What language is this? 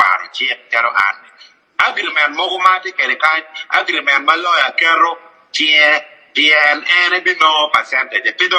Acoli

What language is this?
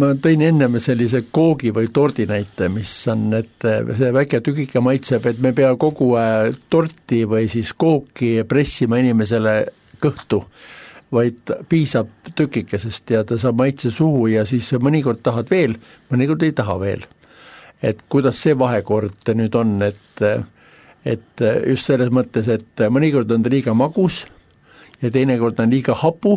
Estonian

